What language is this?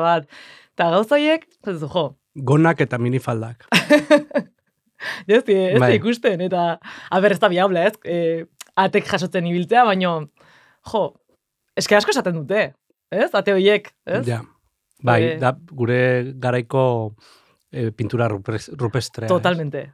Basque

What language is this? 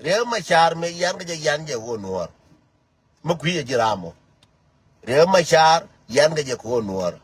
Nuer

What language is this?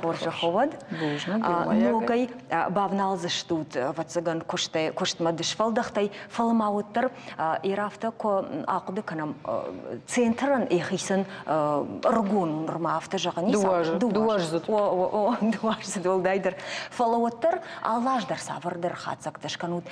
Ossetic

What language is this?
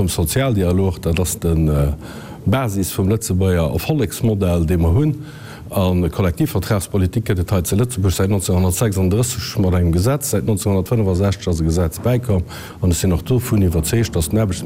Luxembourgish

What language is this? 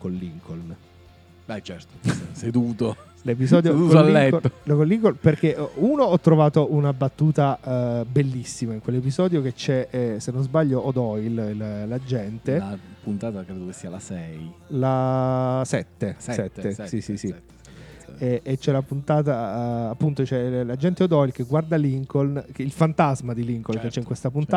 Italian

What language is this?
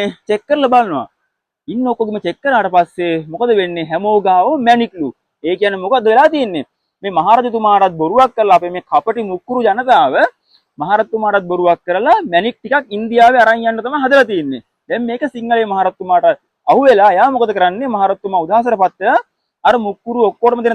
Sinhala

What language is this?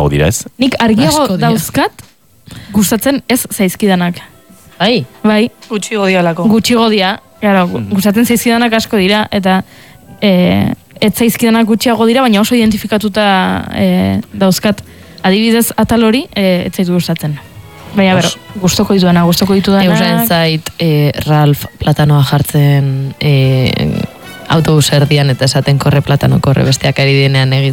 Basque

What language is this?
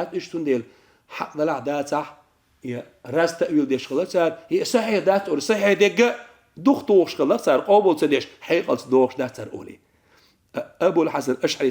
Chechen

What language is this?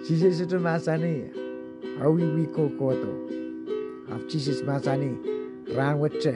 Pohnpeian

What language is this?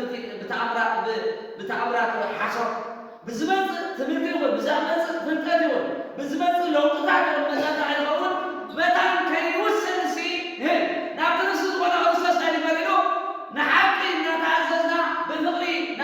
Tigrinya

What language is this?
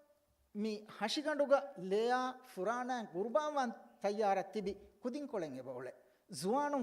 Divehi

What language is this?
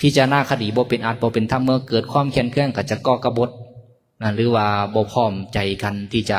Lao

